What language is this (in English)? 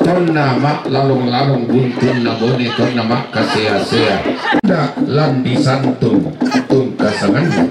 Toraja-Sa'dan